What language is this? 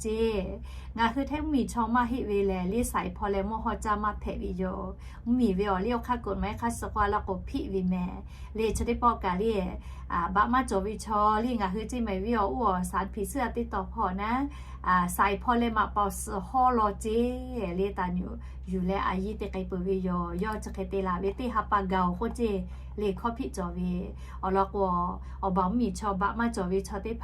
Lahu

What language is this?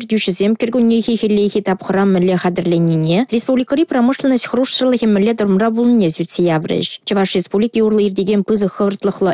Chuvash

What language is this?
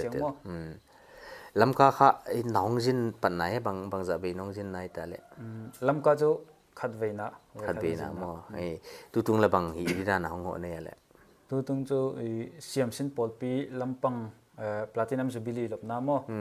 Paite Chin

